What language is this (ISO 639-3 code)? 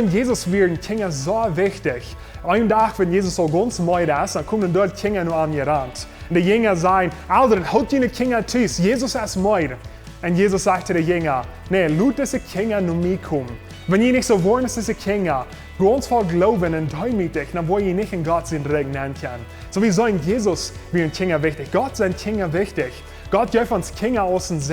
pdt